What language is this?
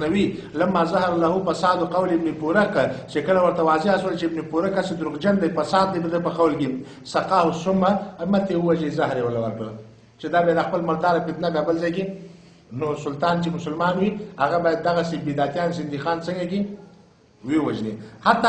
Pashto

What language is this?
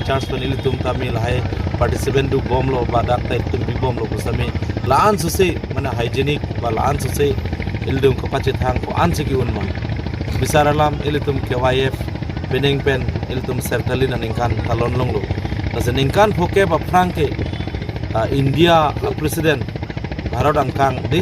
Karbi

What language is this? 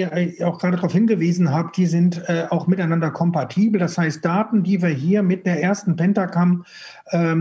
German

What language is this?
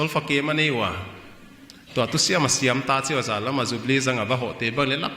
Paite Chin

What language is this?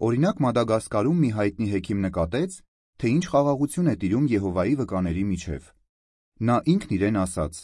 Armenian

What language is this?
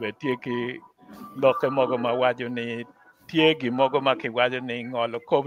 Acoli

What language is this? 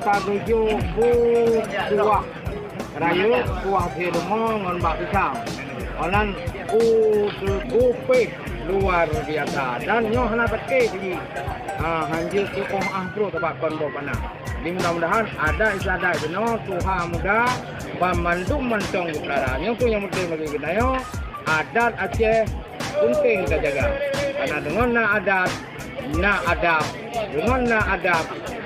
Achinese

